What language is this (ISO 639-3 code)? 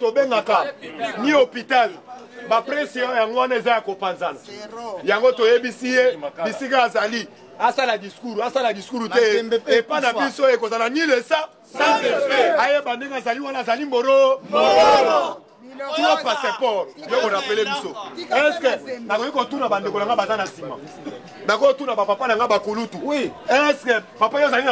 lin